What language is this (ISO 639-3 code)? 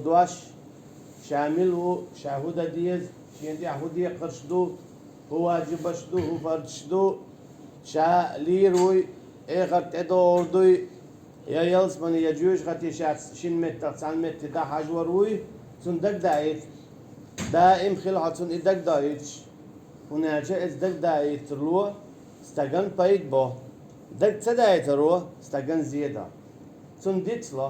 che